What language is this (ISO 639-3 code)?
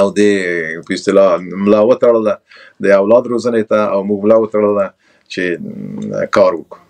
pus